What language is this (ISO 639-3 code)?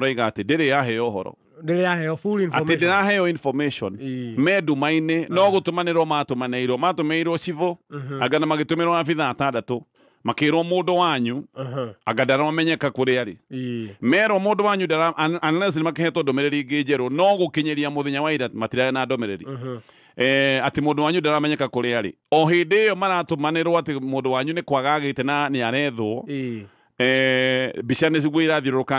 kik